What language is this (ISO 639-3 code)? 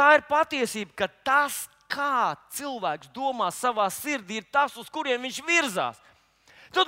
lav